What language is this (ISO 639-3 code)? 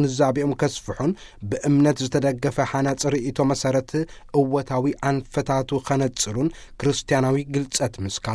tir